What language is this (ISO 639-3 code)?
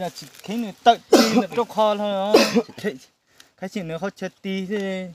hmn